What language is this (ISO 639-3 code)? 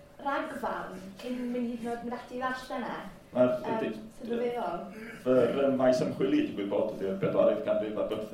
cym